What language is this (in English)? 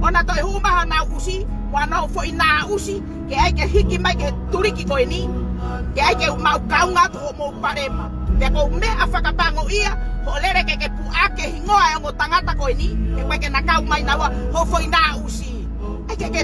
Tongan